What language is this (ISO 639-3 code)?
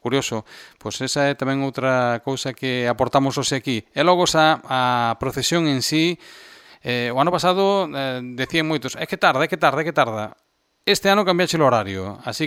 glg